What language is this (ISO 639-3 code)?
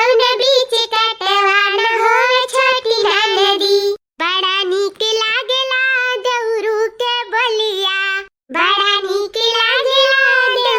awa